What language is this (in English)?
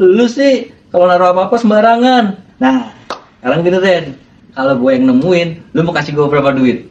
Betawi